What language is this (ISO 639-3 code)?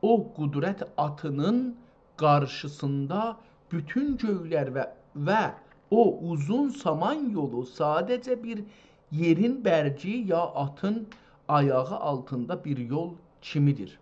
azb